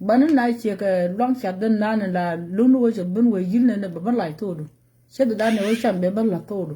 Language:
Nuer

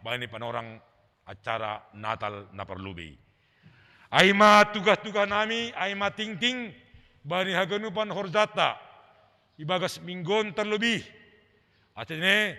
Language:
Batak Simalungun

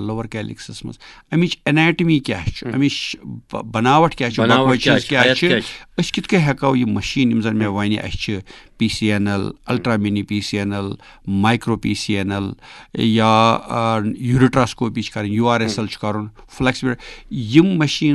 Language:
Kashmiri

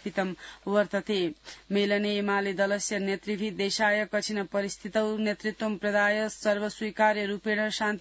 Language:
Sanskrit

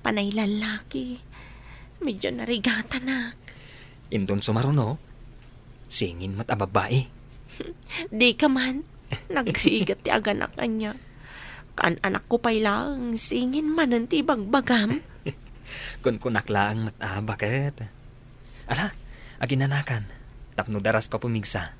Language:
Iloko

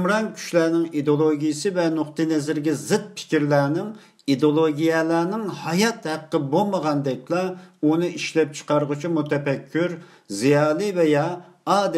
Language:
Uyghur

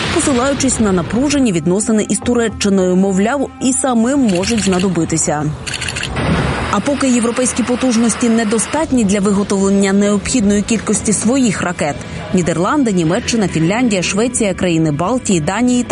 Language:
Ukrainian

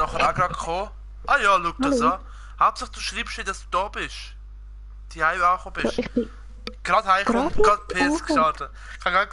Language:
Swiss German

